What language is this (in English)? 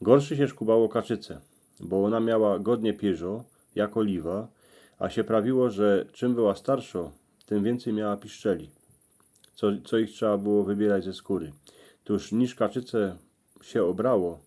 Silesian